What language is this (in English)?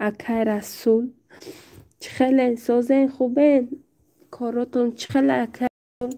Tajik